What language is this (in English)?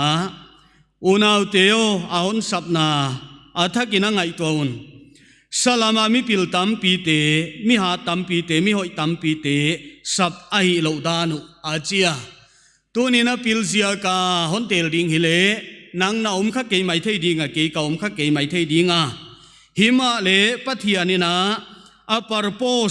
Paite Chin